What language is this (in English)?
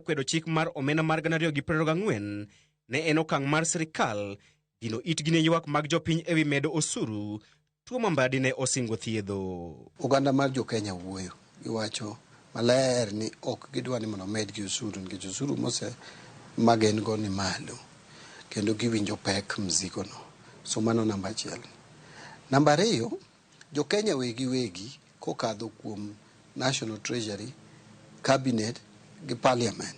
Luo (Kenya and Tanzania)